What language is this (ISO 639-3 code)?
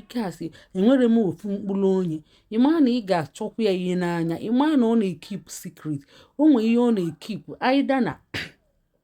ibo